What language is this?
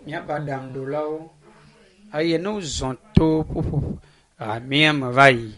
Ewe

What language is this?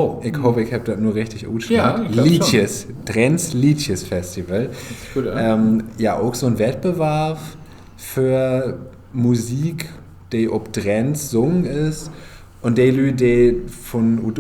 Low German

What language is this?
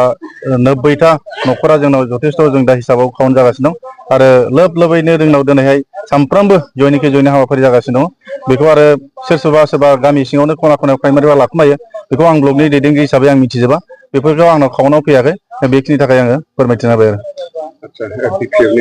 Bodo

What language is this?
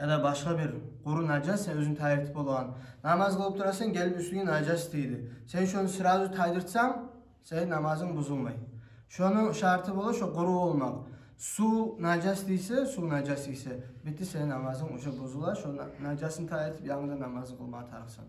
Kumyk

